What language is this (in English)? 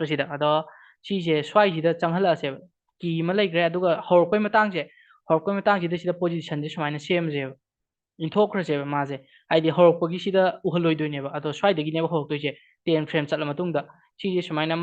Manipuri